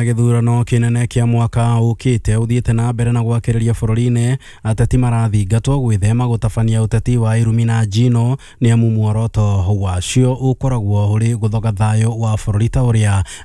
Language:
Kikuyu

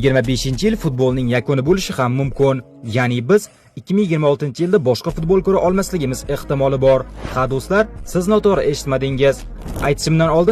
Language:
Uzbek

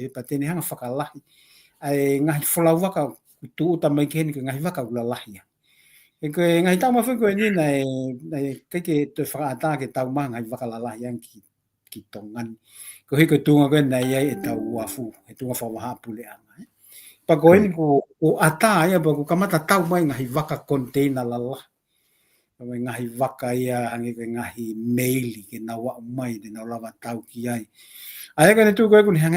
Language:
Tongan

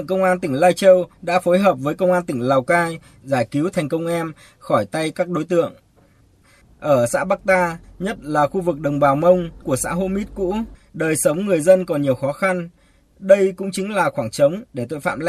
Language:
Vietnamese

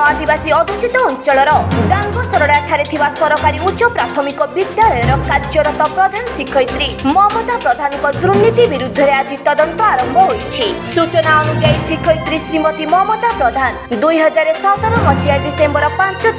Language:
Odia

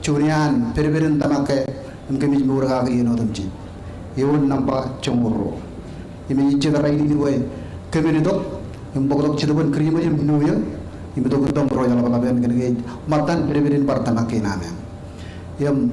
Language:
Marshallese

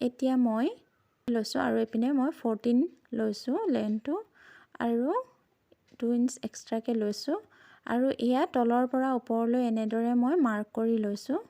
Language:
Assamese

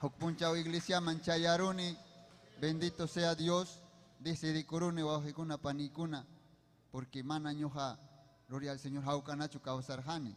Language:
Ayacucho Quechua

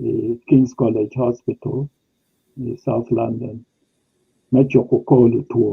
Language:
Acoli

